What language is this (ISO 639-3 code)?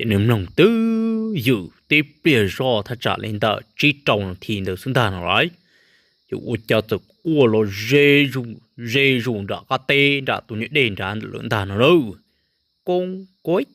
hmn